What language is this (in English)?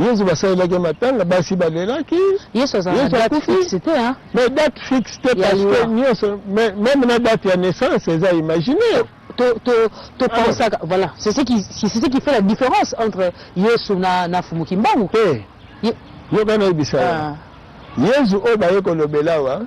Lingala